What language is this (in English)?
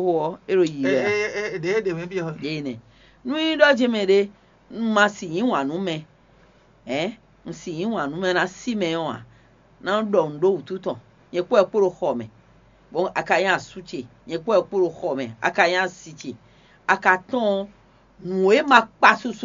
Fon